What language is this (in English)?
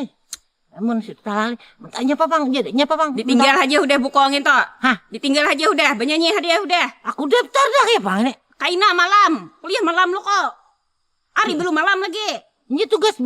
Banjar